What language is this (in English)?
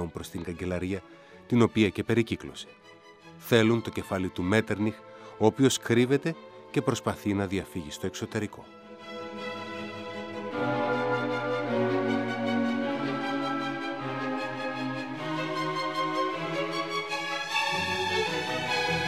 Greek